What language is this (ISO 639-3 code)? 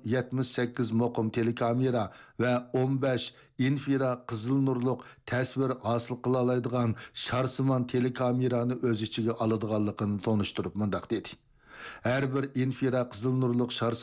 uig